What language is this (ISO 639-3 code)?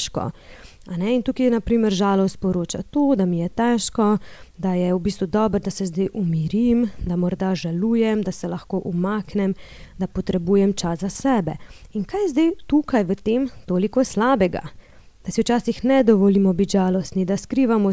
slv